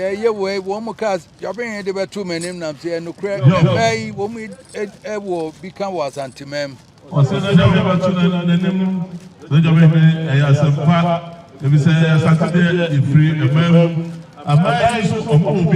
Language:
Akan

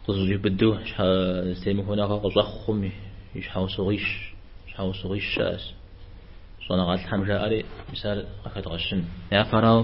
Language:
Kabardian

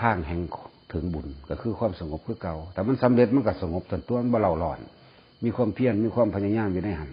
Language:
Northeastern Thai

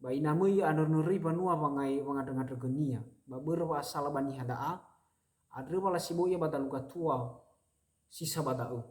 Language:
Nias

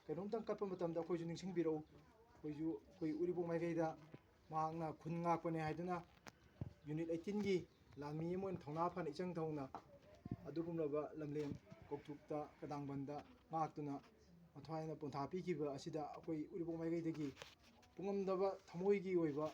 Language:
Manipuri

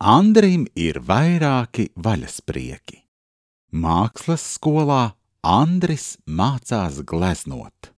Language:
Latvian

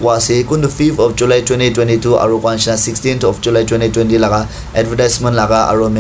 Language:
Naga Pidgin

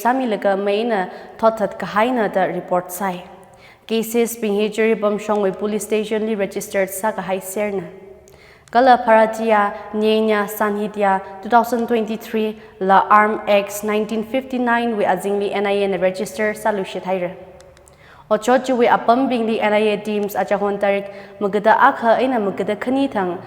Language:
Tangkhul Naga (India)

